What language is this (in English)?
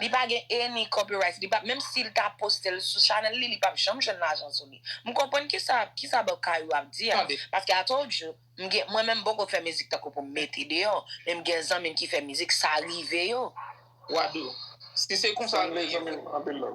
Haitian Creole